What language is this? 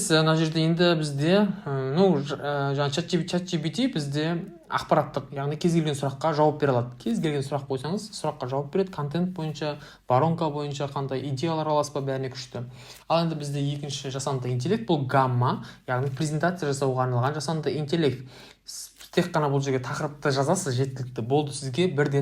Kazakh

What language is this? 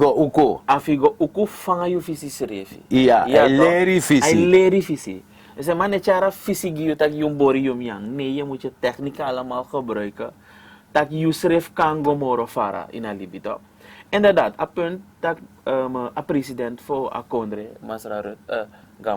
Sranan Tongo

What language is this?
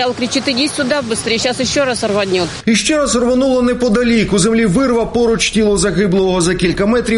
Ukrainian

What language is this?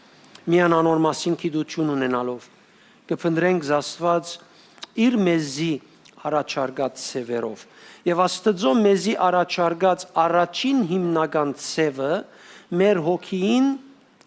Western Armenian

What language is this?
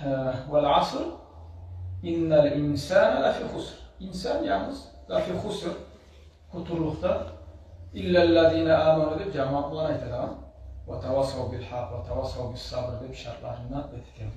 Kumyk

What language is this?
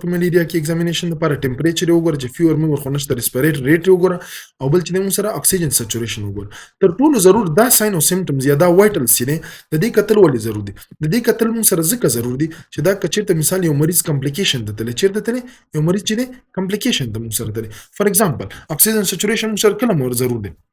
Pashto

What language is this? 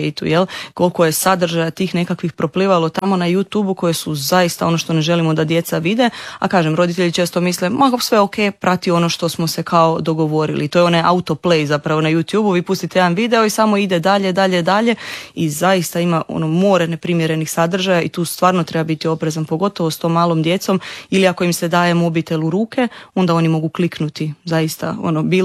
Croatian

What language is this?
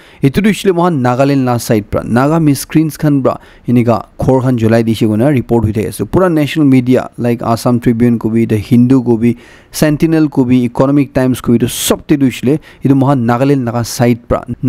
Naga Pidgin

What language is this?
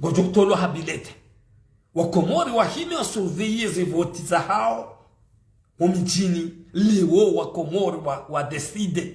Ngazidja Comorian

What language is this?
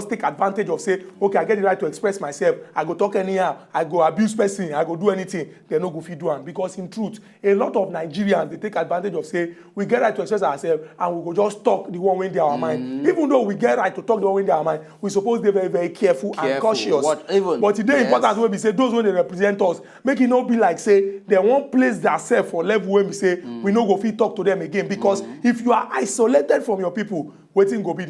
Nigerian Pidgin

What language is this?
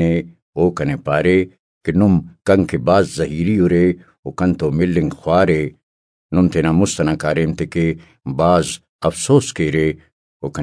Brahui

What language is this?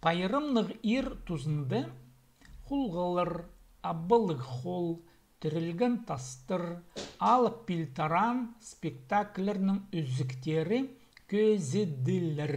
Khakas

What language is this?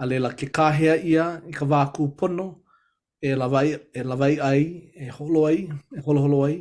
Hawaiian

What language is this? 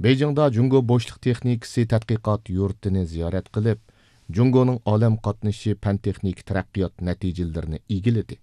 Uyghur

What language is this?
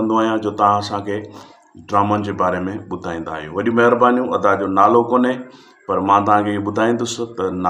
Sindhi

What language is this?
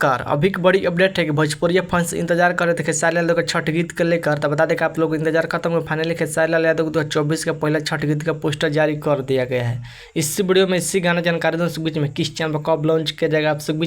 Bhojpuri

